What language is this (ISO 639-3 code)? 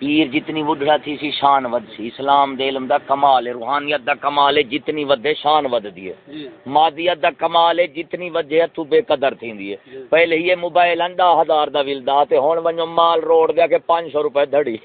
skr